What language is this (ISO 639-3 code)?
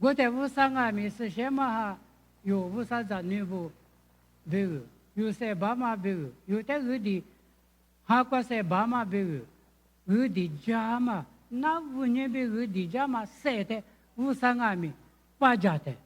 lis